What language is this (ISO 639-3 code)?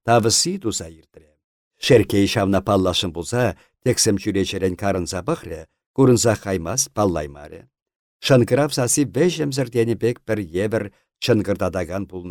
chv